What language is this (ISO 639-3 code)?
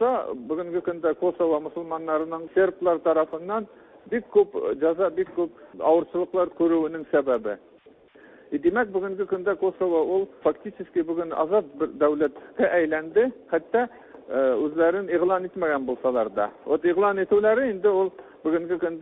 tat